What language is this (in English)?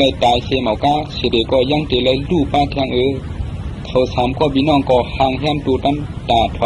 Shan